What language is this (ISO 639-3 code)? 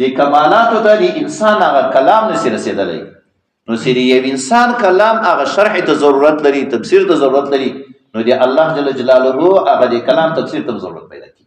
pus